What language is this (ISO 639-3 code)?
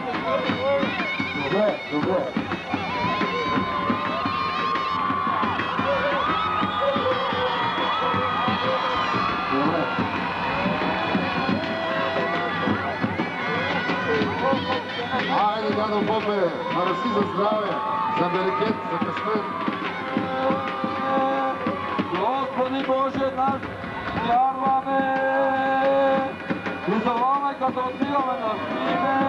bul